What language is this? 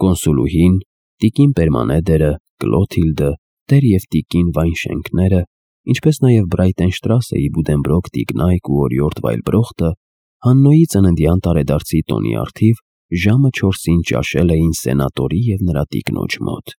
Armenian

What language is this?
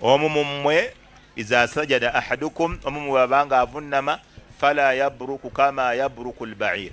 Ganda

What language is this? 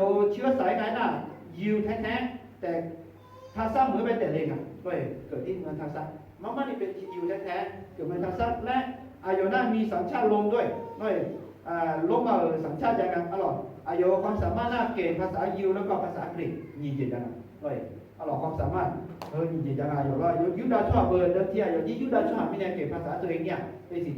Akha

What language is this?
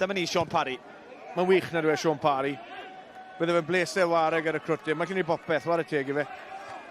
Welsh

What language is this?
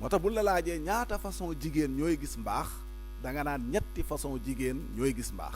Wolof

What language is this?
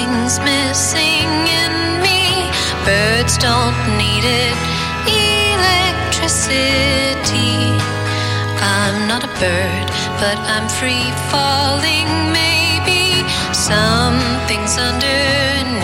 English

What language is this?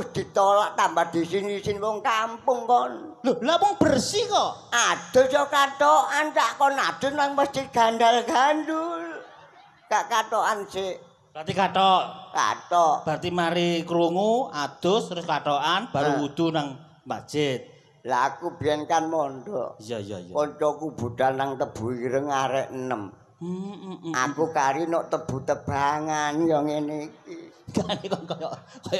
Javanese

